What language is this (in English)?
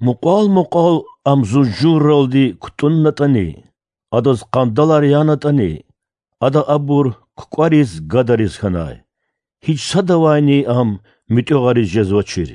Lezghian